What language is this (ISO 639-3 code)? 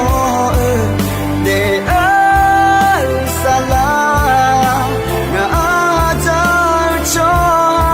ahk